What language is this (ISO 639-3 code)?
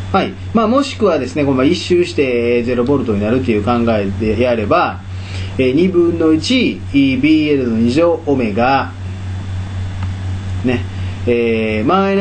jpn